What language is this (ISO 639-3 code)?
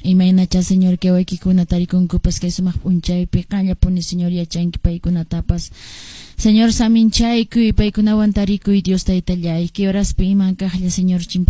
que